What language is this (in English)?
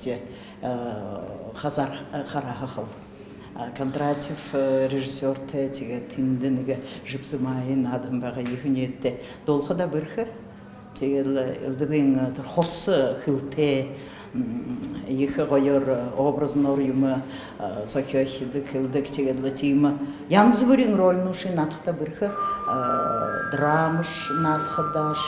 Buriat